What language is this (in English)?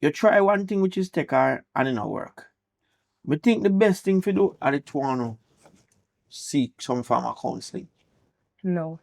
Jamaican Creole English